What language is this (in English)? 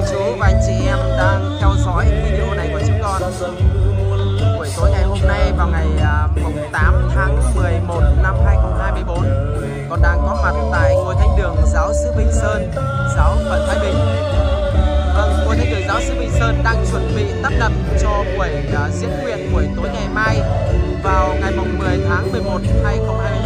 Vietnamese